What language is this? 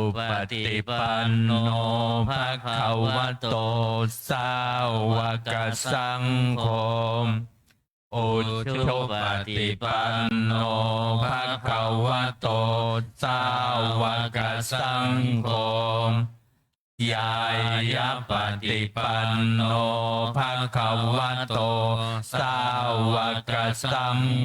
Pali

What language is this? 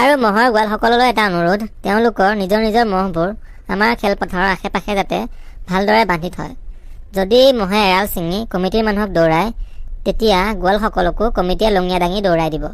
Assamese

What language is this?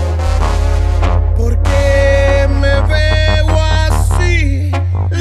Spanish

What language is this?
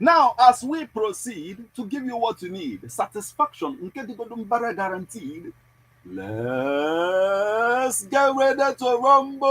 Igbo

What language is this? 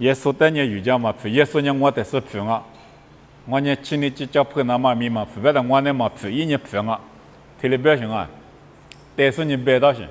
Lisu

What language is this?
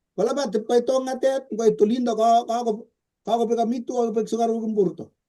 Kalenjin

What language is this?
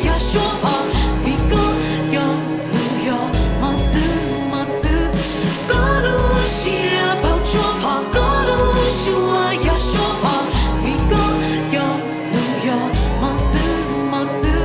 Hmong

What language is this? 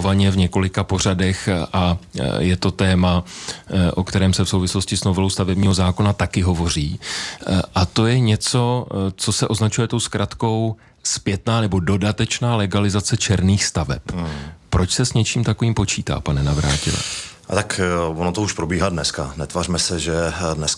Czech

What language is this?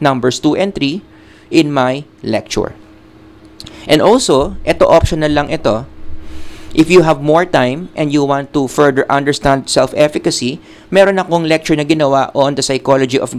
Filipino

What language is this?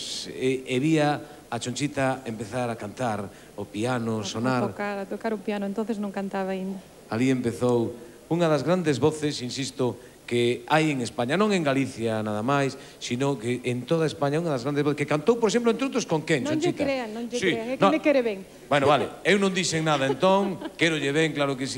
Galician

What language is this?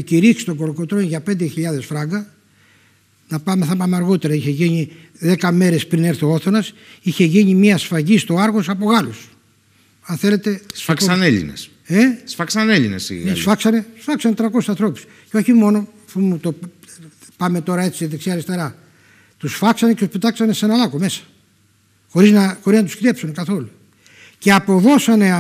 Greek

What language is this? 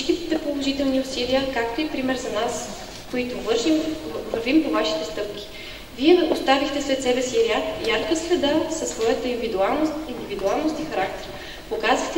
Bulgarian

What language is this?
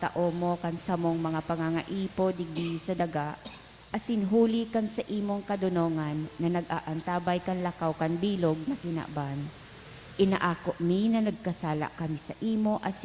Bikol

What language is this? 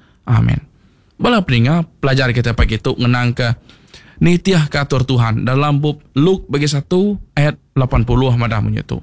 Iban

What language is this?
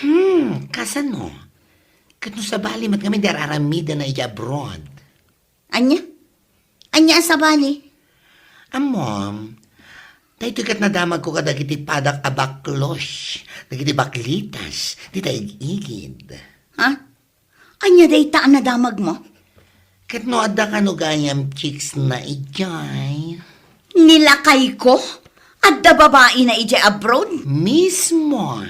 Iloko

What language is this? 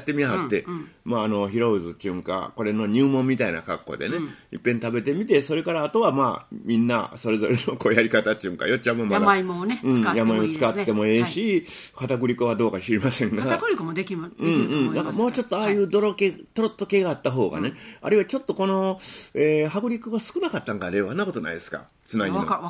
Japanese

